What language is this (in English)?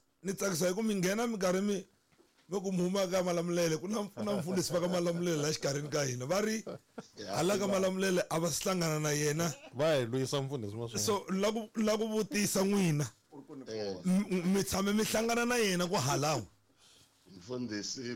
Tsonga